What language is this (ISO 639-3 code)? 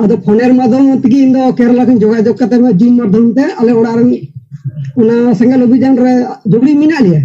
sat